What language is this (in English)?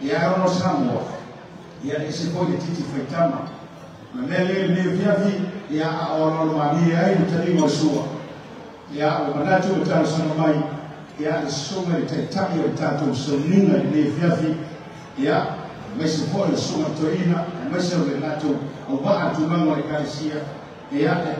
Samoan